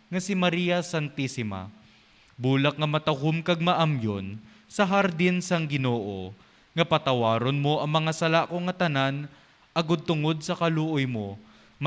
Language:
Hiligaynon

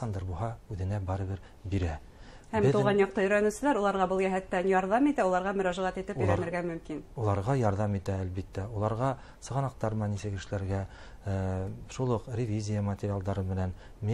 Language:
Bashkir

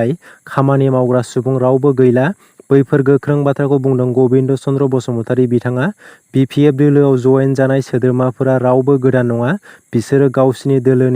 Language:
Bodo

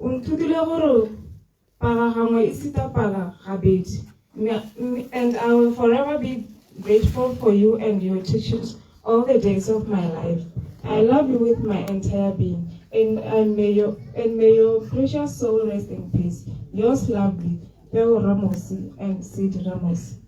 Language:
Tswana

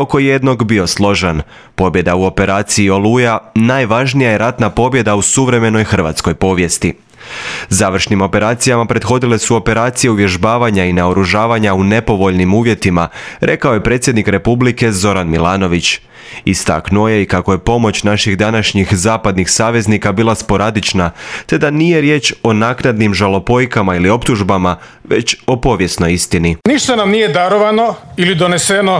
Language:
Croatian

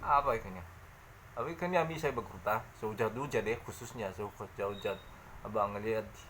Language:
Nias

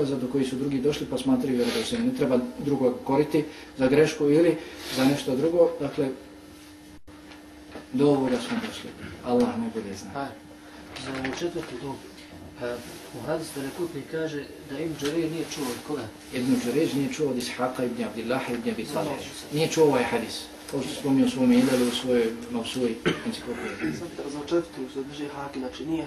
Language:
Bosnian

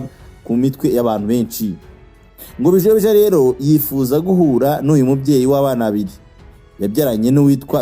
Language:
Kinyarwanda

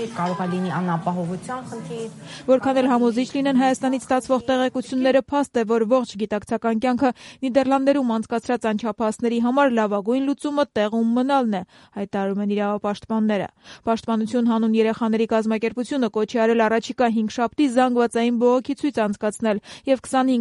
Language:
Armenian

